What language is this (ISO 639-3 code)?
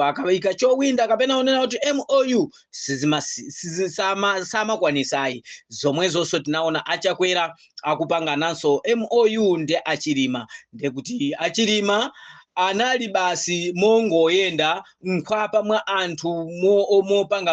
nya